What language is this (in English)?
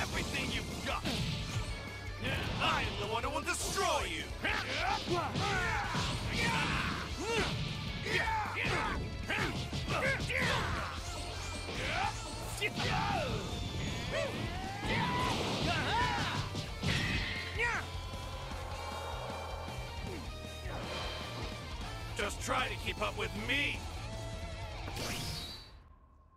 English